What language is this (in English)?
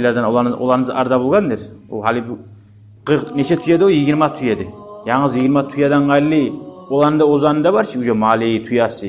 Kumyk